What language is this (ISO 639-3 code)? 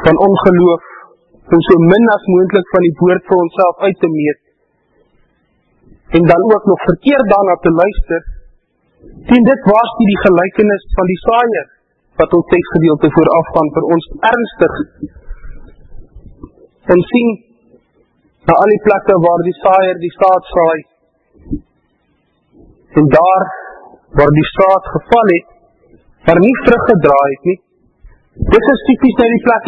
afr